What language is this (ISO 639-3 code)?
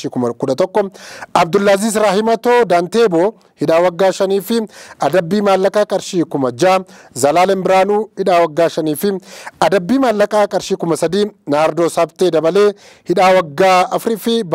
orm